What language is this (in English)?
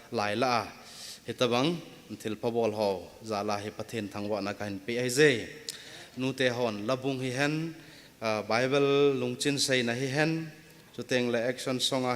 Thado Chin